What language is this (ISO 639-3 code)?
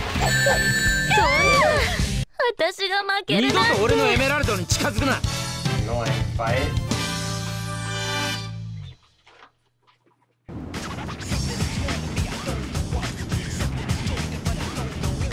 jpn